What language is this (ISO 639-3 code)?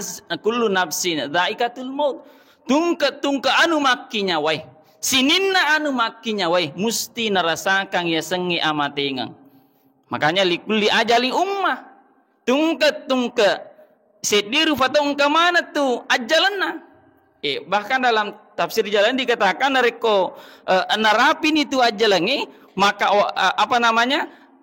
bug